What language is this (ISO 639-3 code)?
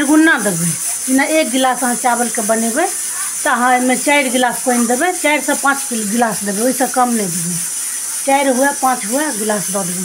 mai